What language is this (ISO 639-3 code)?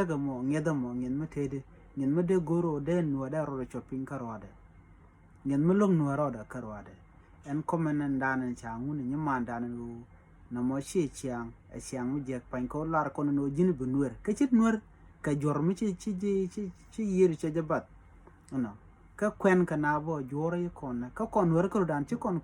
nus